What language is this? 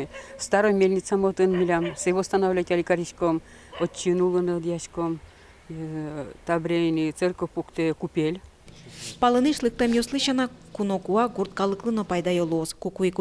Udmurt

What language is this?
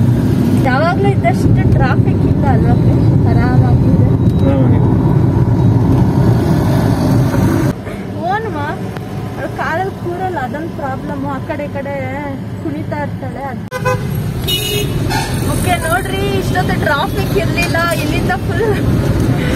Kannada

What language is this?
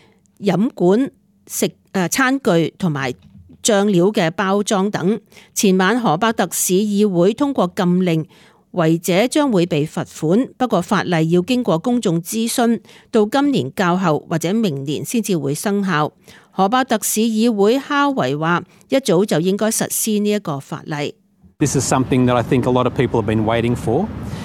Cantonese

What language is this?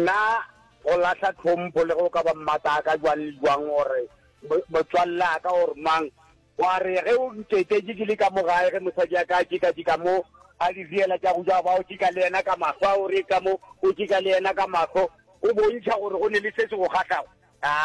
Northern Sotho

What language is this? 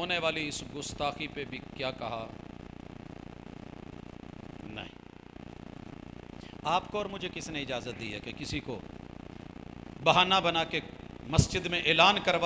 Urdu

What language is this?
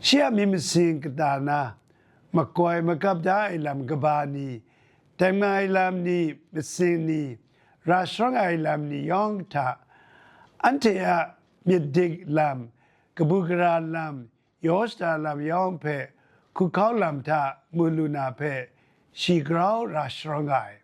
Kachin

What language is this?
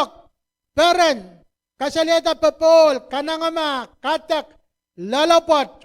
Pohnpeian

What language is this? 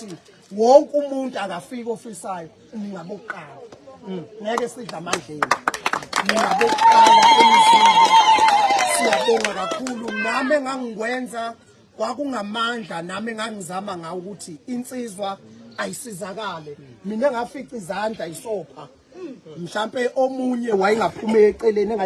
Zulu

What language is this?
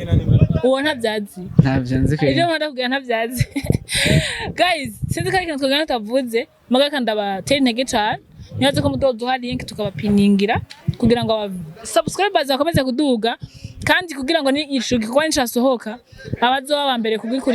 Rundi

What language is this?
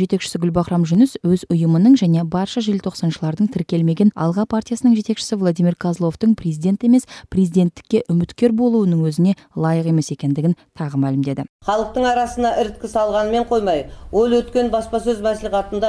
Kazakh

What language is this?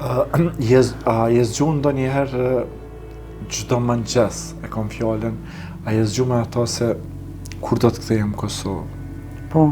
Albanian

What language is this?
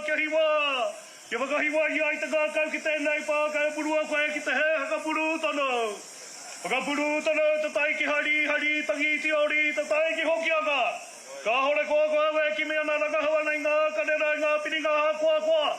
Māori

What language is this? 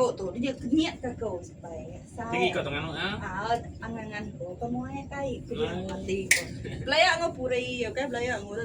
Iban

